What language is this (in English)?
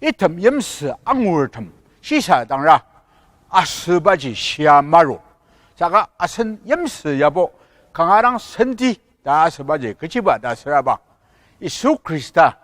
Ao Naga